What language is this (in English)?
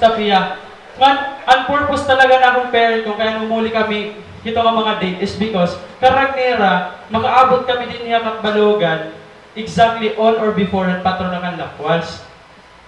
Waray